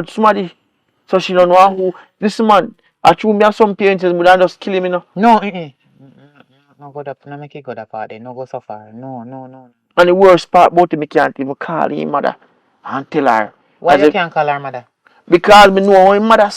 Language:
Jamaican Creole English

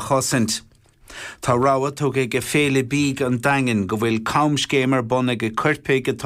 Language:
Irish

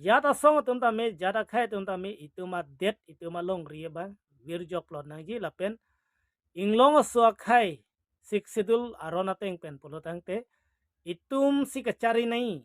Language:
Karbi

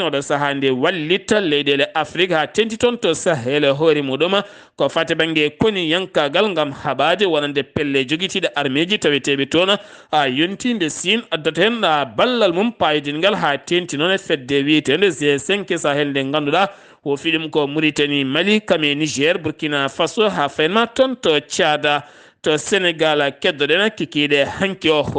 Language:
Fula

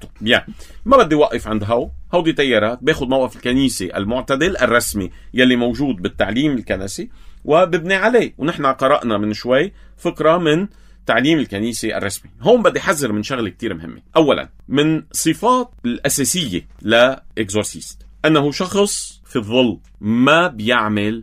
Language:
North Levantine Arabic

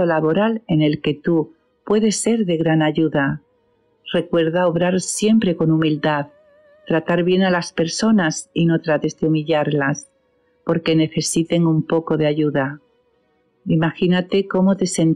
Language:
Spanish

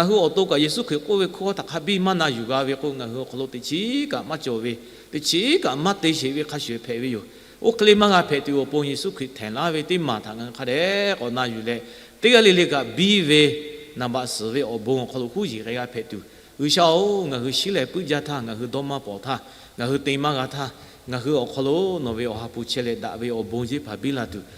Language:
Lahu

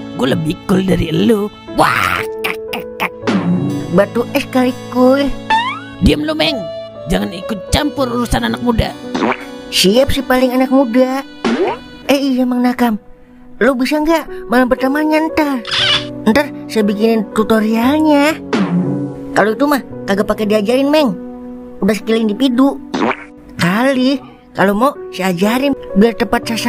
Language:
Betawi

